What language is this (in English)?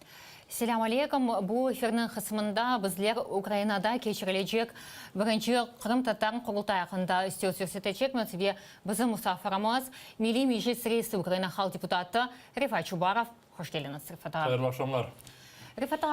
Crimean Tatar